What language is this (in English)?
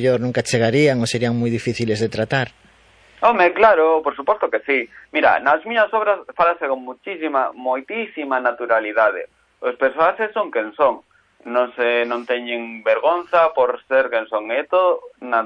Galician